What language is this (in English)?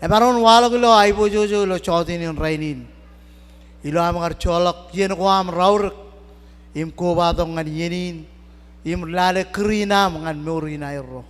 Marshallese